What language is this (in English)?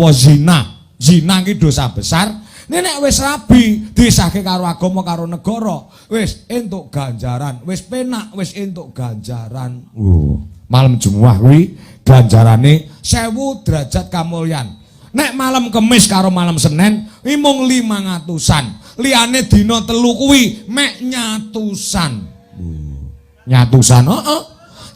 Javanese